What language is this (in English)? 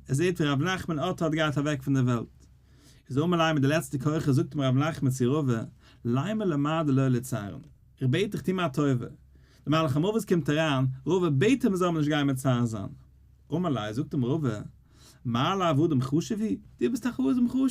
Yiddish